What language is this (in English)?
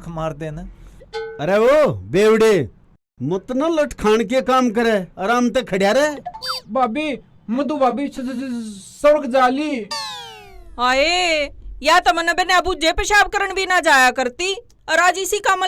Haryanvi